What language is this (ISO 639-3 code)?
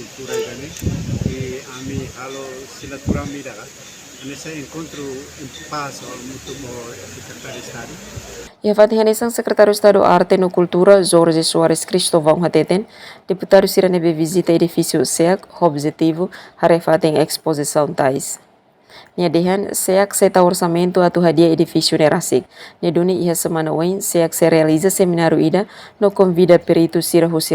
tet